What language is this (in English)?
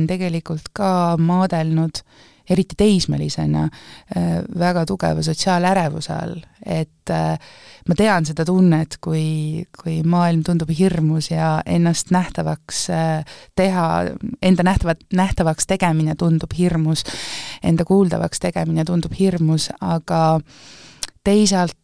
Estonian